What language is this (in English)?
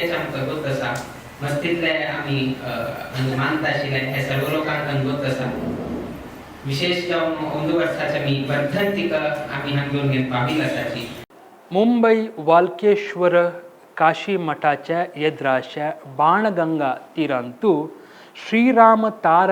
Konkani